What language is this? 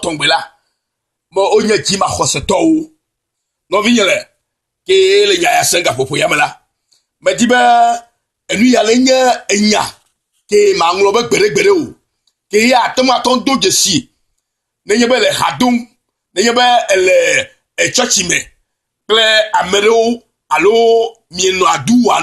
Ewe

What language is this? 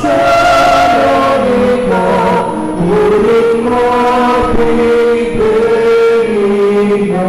Pampanga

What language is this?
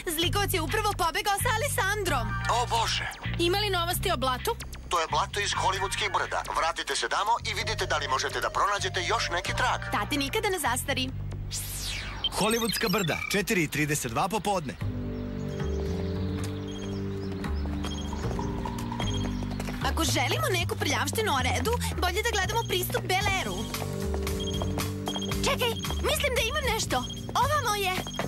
Serbian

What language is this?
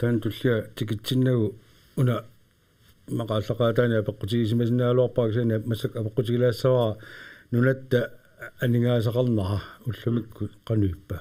Kalaallisut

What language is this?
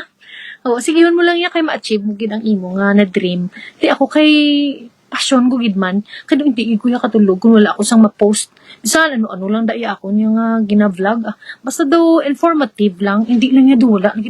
Hiligaynon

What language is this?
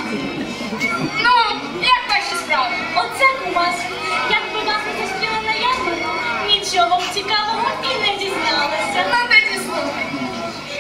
Ukrainian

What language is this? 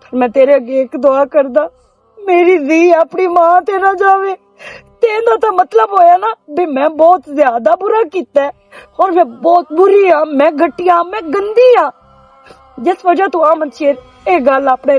Western Panjabi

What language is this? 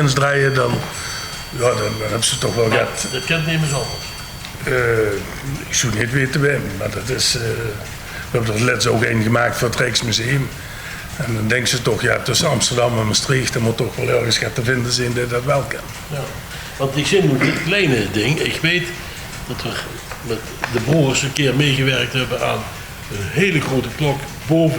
Limburgish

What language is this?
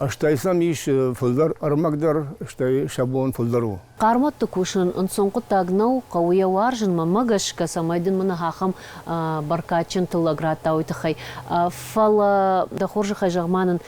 Ossetic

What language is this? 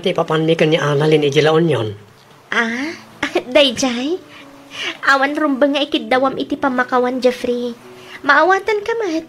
Iloko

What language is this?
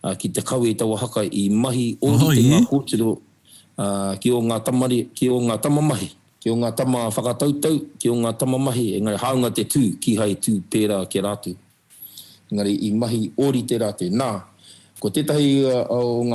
Māori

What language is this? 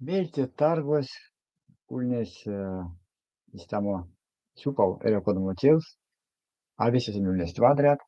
Erzya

